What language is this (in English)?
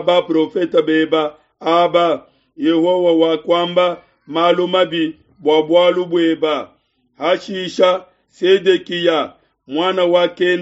Luba-Lulua